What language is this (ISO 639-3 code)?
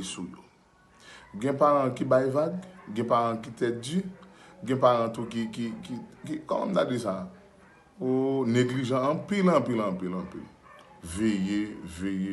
hat